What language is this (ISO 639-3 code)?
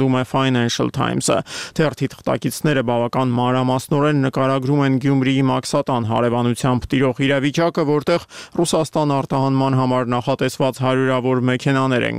hye